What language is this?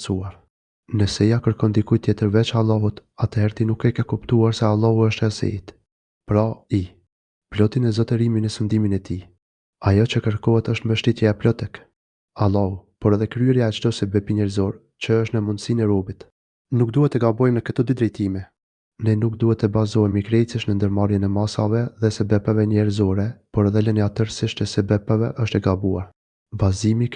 Albanian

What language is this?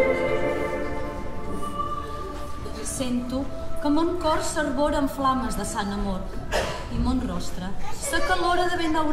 Catalan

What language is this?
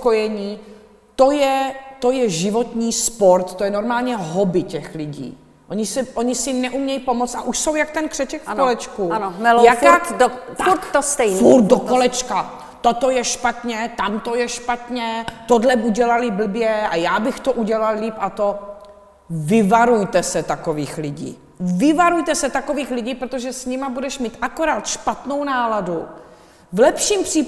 Czech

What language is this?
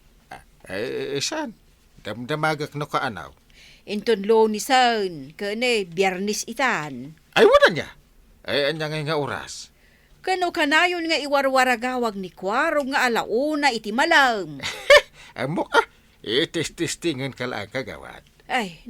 Iloko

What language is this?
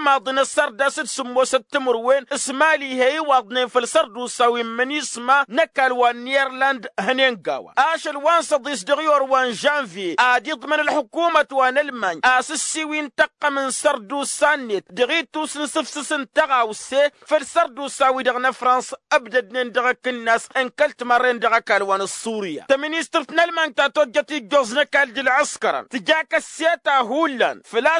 Tamasheq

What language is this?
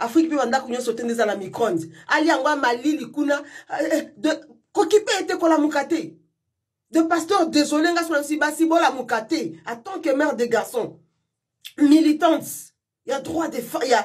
Lingala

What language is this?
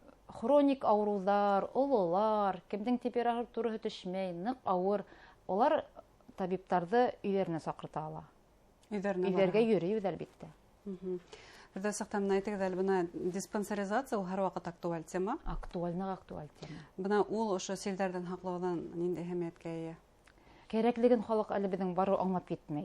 Bashkir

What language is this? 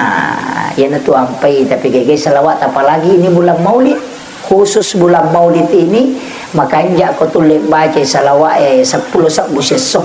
Buginese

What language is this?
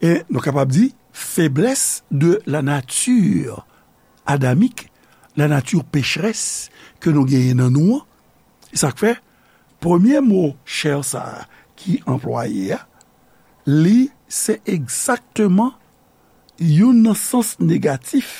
Haitian Creole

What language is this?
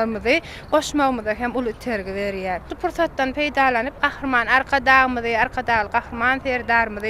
Turkmen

